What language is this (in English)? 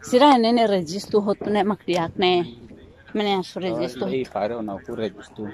Tetum